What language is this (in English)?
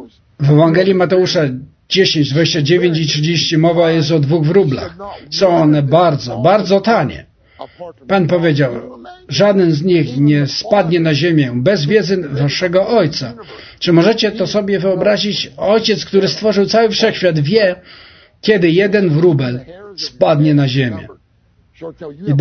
Polish